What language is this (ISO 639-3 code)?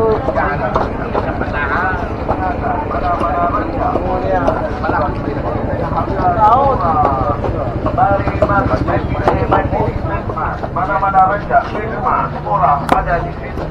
msa